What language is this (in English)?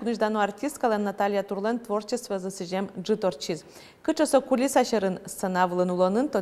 Udmurt